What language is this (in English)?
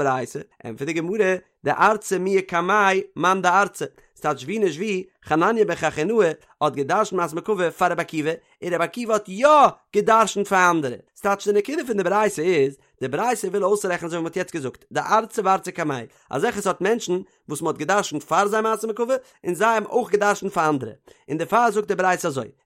Yiddish